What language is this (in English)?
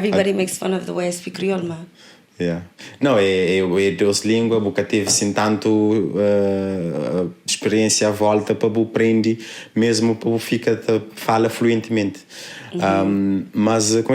Kabuverdianu